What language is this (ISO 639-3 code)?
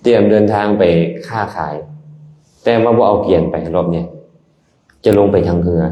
lao